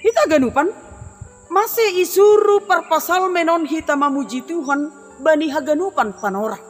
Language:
Batak Simalungun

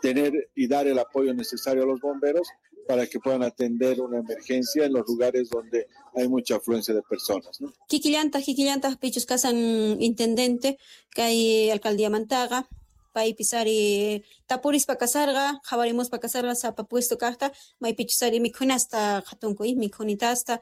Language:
South Bolivian Quechua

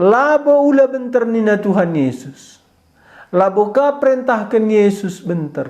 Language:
Batak Karo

